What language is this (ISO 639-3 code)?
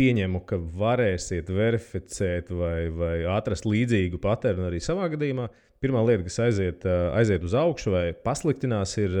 lav